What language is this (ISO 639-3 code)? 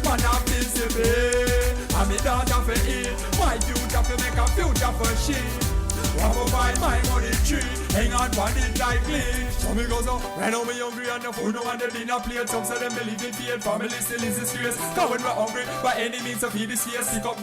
jam